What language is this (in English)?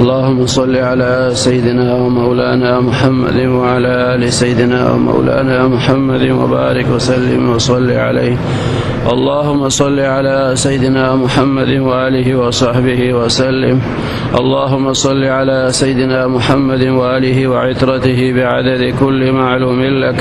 Pashto